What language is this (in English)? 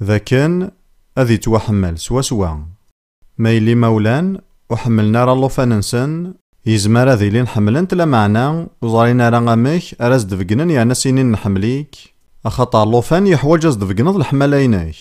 Kabyle